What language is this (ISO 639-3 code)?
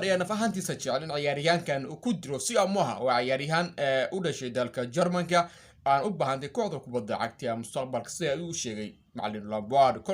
som